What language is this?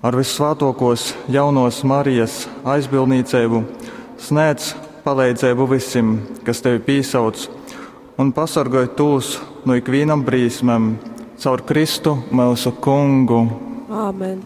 Latgalian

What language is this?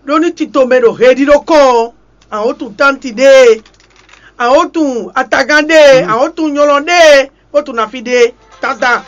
Fon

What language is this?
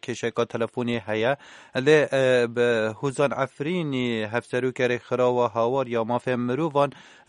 Kurdish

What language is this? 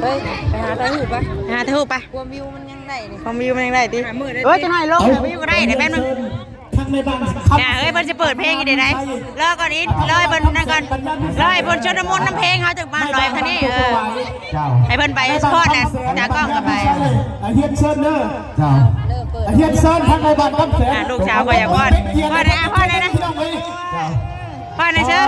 Lao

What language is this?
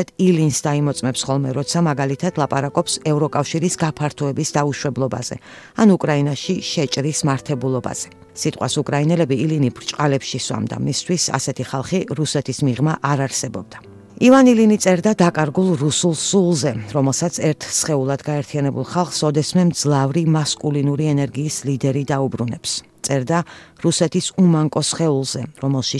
Georgian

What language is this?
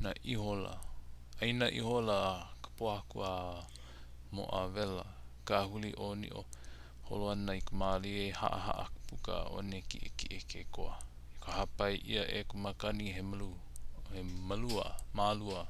Hawaiian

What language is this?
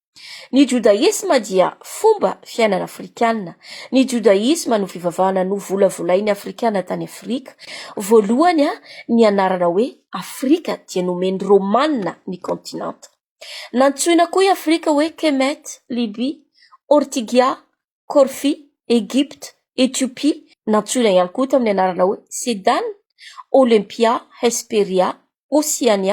Malagasy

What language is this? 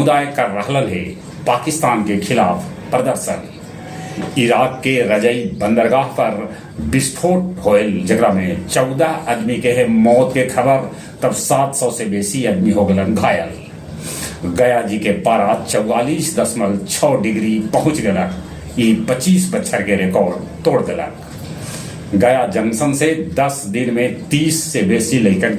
Magahi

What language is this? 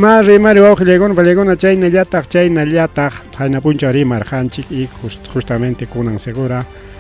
Ayacucho Quechua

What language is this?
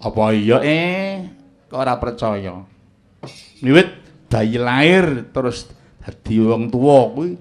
Javanese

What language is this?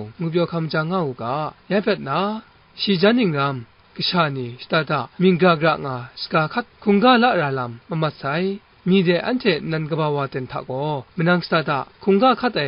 Kachin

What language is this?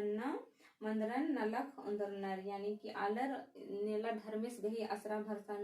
Kurukh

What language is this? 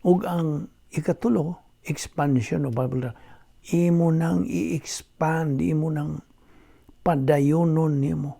Cebuano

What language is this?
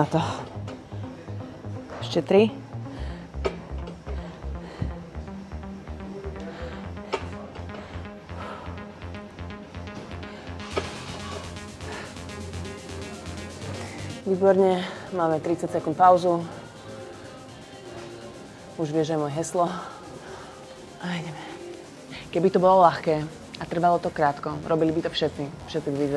Slovak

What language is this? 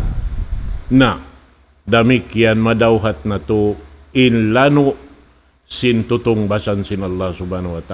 Tausug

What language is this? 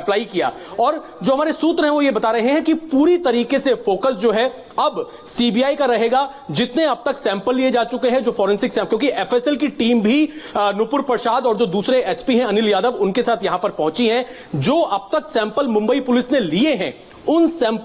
Hindi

